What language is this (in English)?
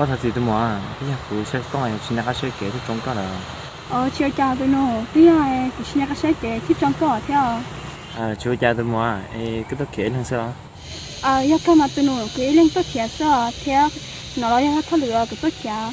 Hmong